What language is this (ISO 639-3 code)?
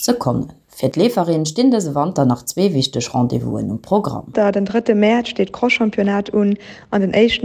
ltz